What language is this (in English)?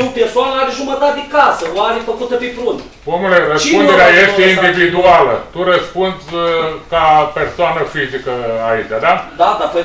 Romanian